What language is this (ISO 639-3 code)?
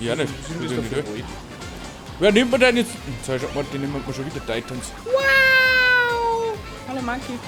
bar